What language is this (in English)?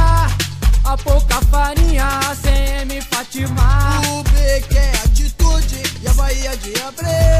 Portuguese